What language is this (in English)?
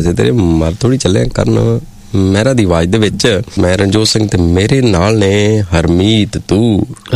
Punjabi